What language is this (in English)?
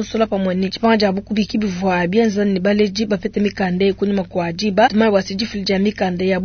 Luba-Lulua